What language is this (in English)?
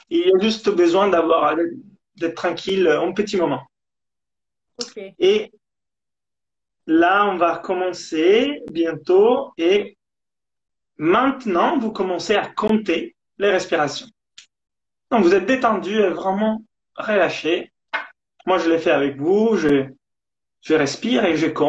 French